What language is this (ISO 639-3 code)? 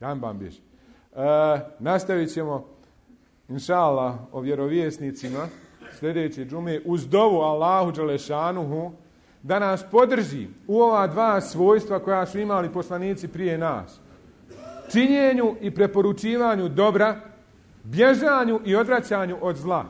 bos